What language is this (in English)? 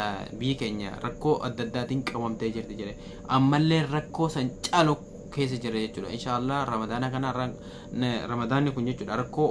Oromo